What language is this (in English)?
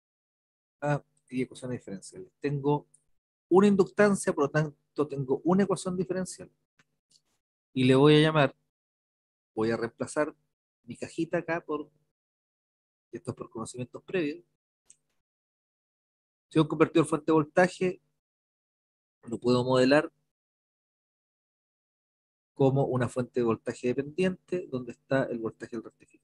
Spanish